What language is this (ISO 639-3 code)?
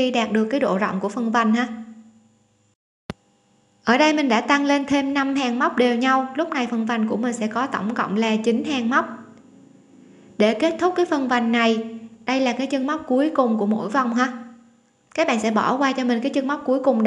vie